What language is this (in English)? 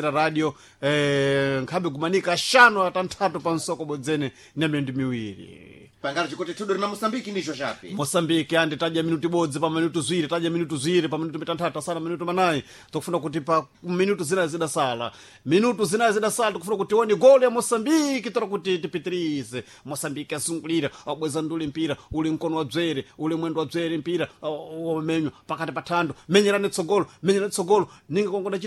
Sena